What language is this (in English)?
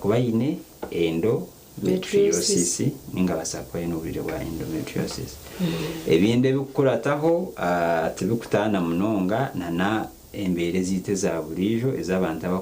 Nyankole